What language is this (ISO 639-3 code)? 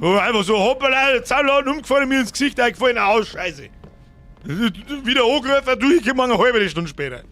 bar